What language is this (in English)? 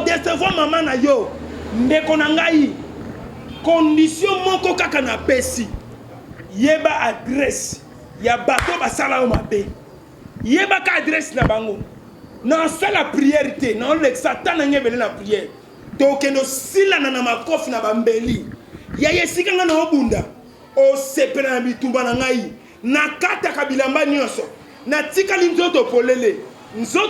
Lingala